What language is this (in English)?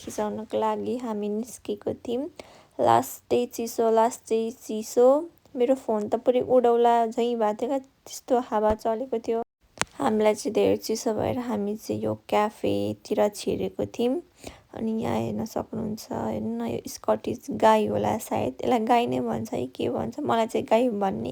Nepali